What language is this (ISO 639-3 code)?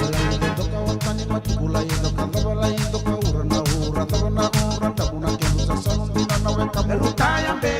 fij